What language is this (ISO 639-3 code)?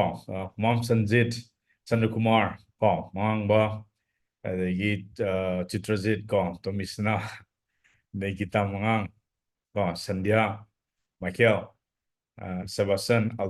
mni